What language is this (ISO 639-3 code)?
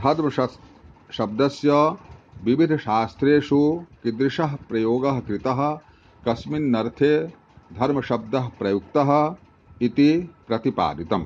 san